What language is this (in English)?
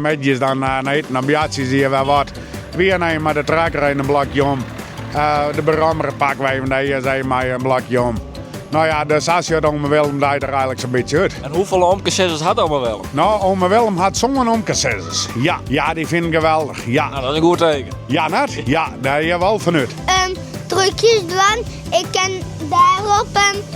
Western Frisian